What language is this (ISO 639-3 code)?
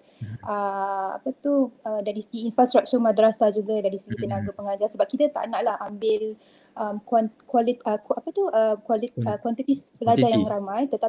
msa